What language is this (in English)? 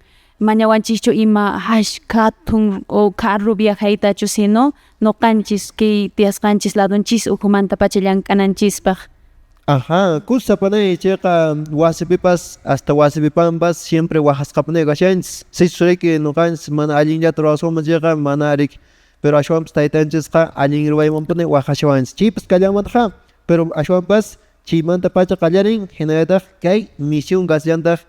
Quechua